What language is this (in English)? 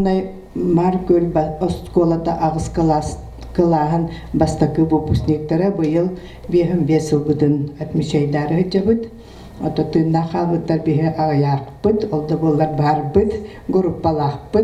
Yakut